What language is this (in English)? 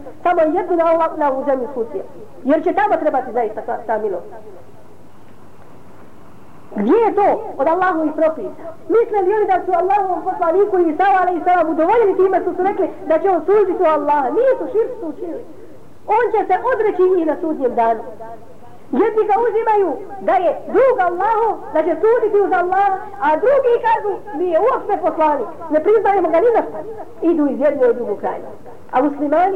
Bosnian